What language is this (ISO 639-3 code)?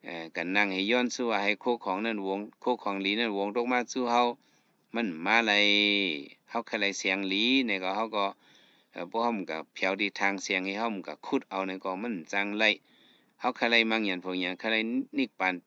shn